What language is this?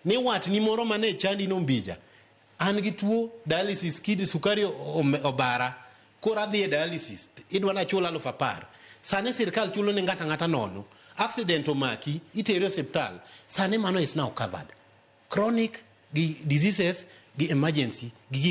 Luo (Kenya and Tanzania)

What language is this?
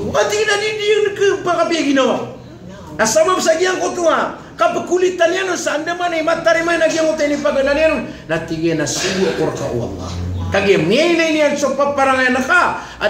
Maranao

